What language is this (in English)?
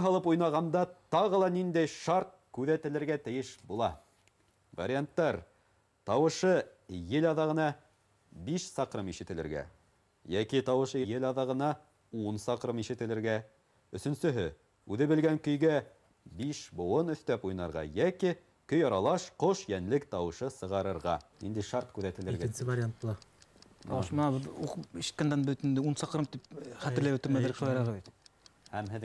Bashkir